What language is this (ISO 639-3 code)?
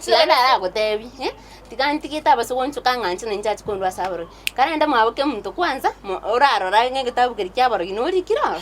guz